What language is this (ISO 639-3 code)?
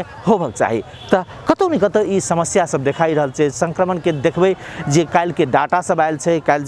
mai